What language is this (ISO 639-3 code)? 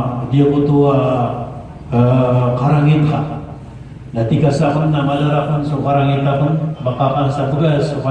mrw